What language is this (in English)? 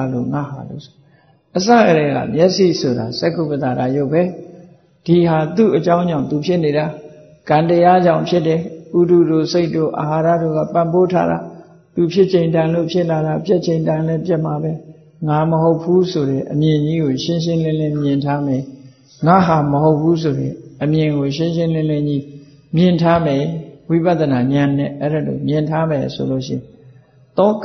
Burmese